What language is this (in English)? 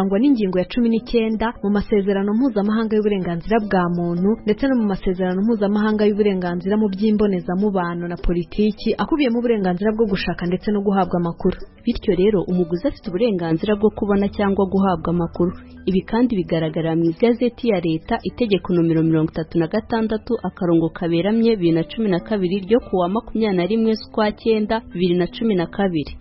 Kinyarwanda